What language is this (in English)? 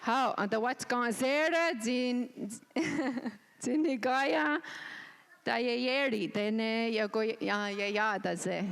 Mohawk